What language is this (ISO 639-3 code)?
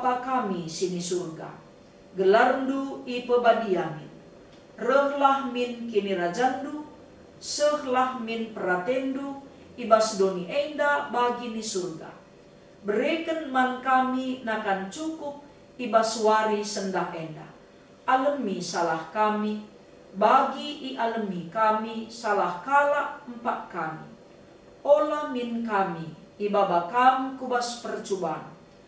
btx